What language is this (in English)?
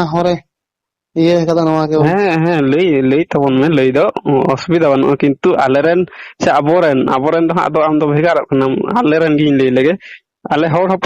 Santali